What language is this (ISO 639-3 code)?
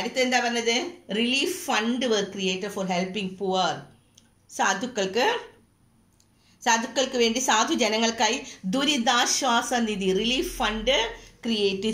mal